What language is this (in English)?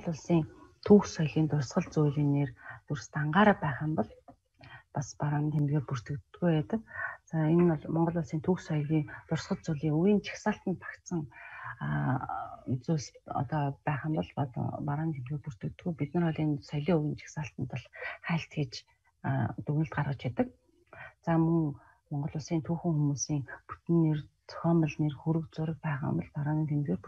Mongolian